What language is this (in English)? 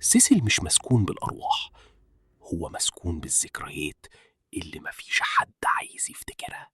Egyptian Arabic